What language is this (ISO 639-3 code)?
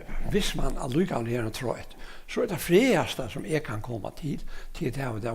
fao